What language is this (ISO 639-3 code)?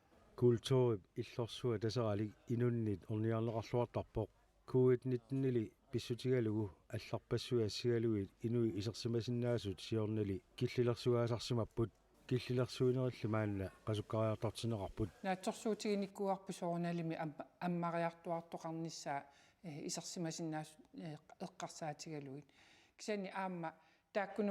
kal